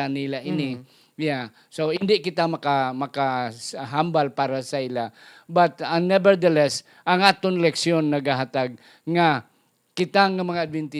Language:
Hiligaynon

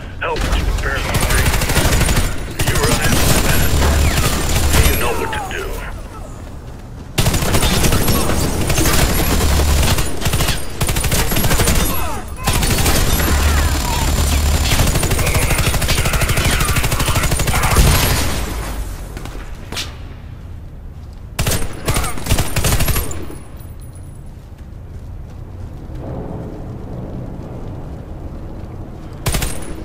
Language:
English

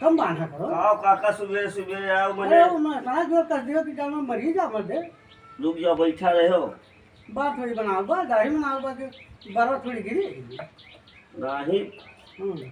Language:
Awadhi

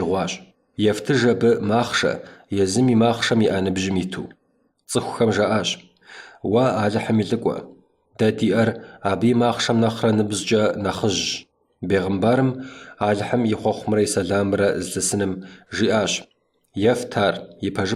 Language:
Kabardian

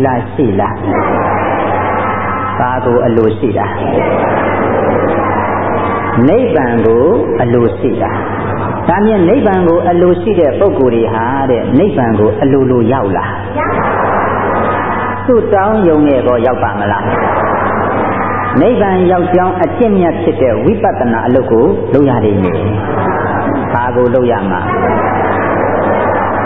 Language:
Burmese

